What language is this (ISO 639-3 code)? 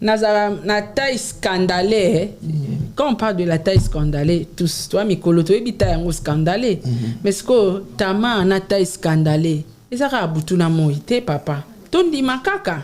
lin